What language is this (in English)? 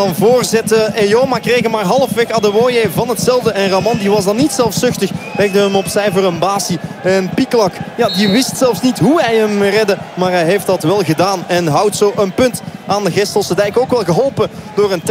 Dutch